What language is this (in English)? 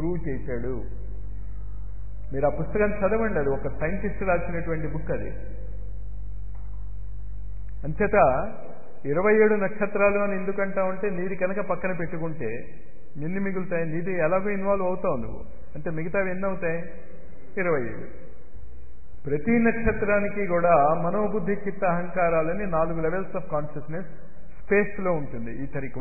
Telugu